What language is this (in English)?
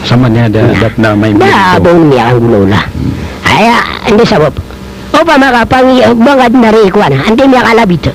Maranao